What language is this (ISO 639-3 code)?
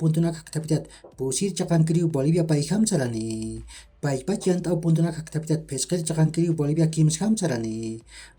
aym